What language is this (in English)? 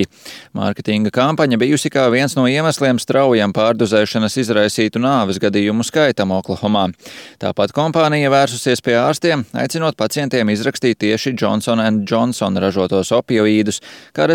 Latvian